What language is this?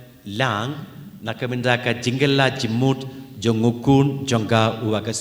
Khasi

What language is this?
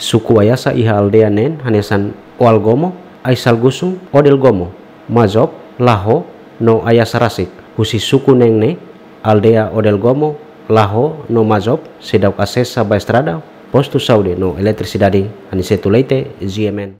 Tetum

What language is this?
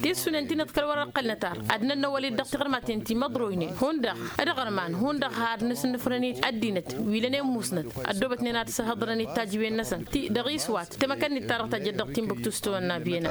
Tamasheq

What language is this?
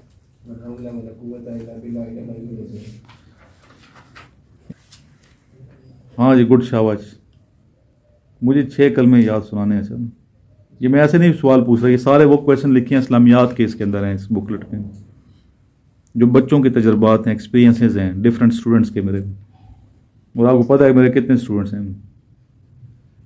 Urdu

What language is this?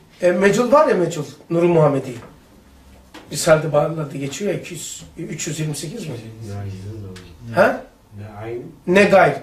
Turkish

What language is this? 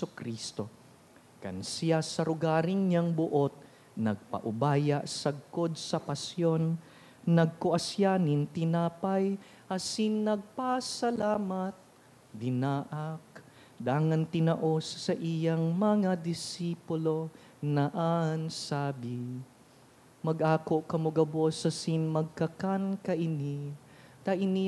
Bikol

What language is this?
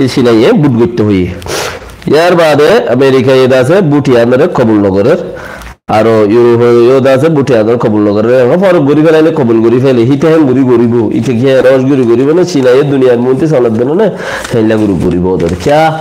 Rohingya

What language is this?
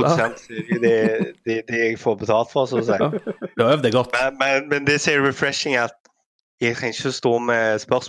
Norwegian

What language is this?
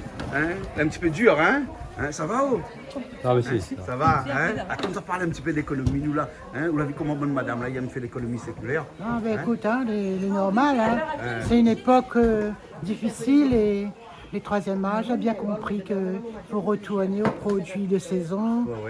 Réunion Creole French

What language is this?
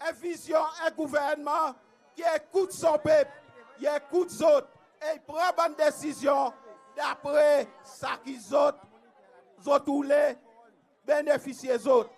Seselwa Creole French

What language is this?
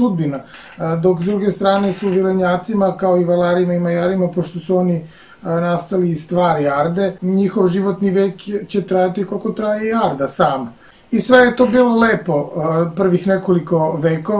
Serbian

